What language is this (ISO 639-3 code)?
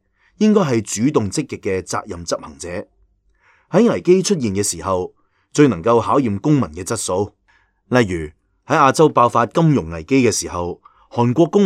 yue